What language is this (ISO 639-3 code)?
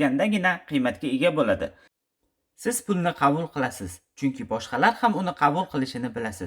uzb